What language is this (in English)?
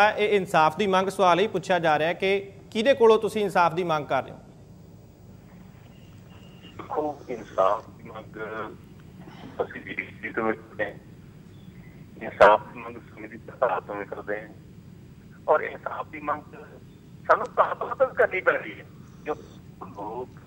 Punjabi